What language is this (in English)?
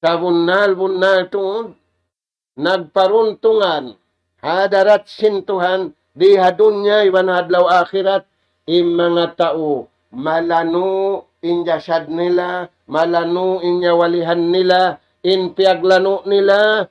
Tausug